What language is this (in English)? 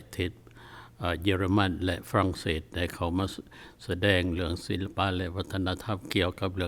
Lao